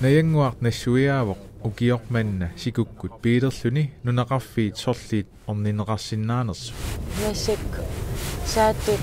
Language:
Kalaallisut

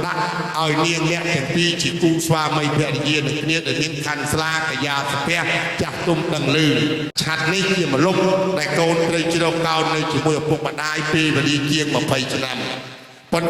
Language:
Khmer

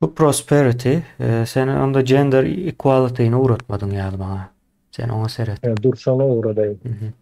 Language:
Turkmen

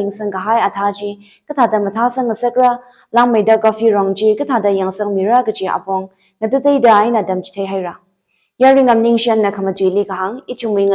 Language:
Tangkhul Naga (India)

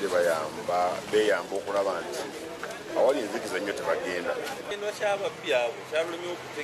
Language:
Ganda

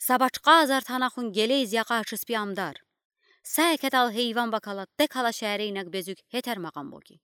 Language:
Udi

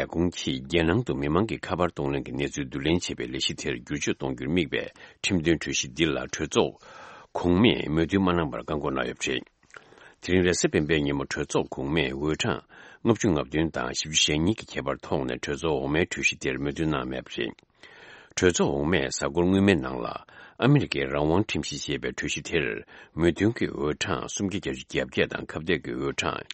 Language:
Tibetan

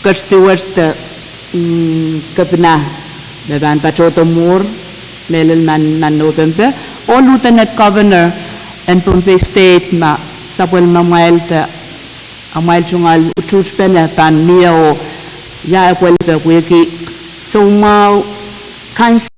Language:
Pohnpeian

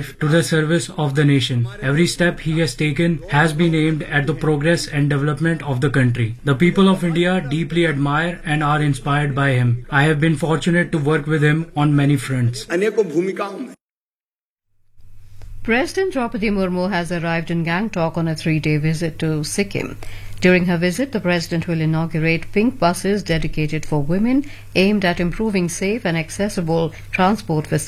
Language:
English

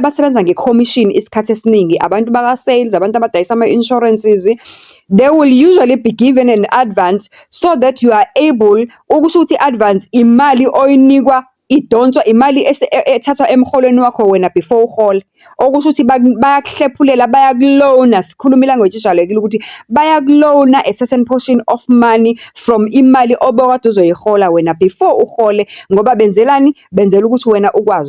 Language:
Zulu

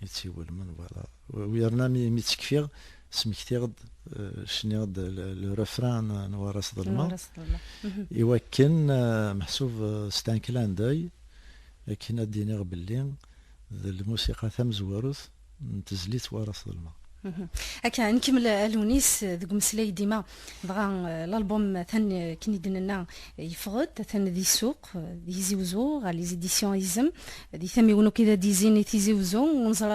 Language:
Kabyle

